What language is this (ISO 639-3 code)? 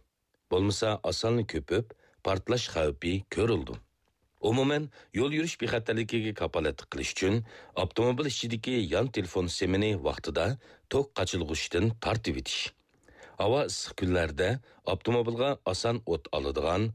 uig